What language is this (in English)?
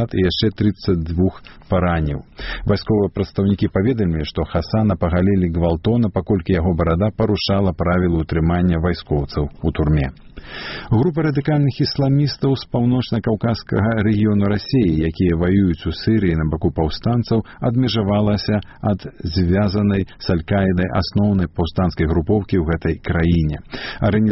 Belarusian